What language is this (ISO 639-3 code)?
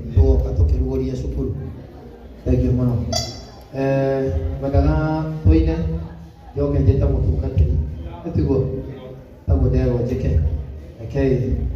kik